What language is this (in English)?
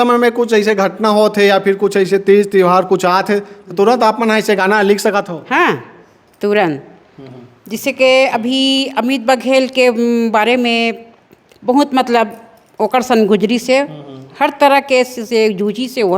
Chhattisgarhi